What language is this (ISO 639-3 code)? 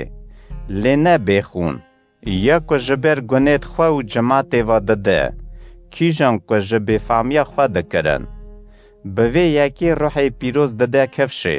kur